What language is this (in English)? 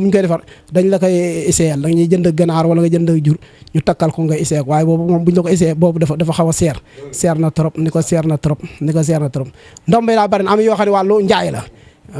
Wolof